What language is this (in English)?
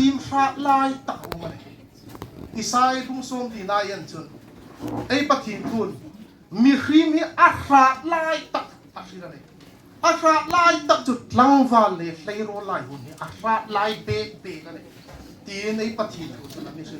Hmar